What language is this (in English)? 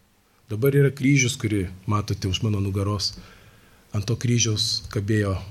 Lithuanian